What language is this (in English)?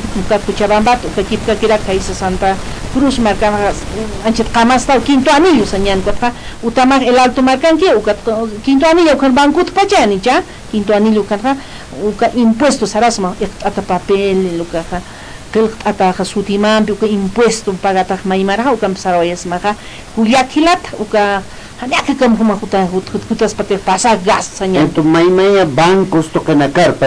Aymara